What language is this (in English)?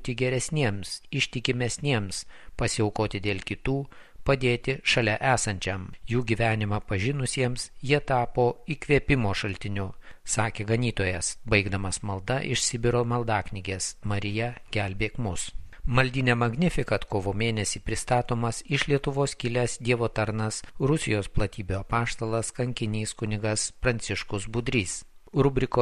Lithuanian